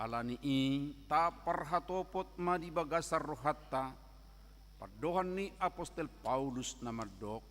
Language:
Batak Toba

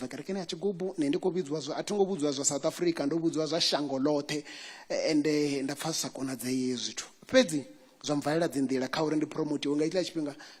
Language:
Venda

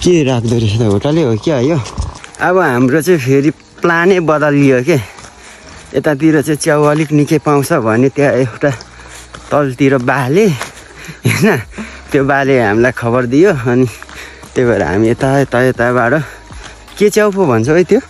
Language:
Nepali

